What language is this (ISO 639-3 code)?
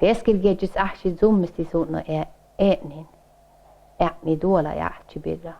sme